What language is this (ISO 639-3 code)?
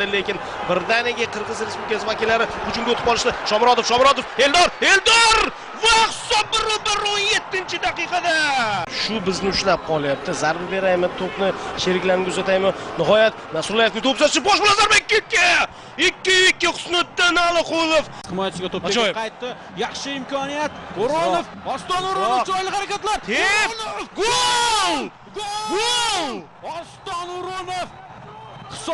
uzb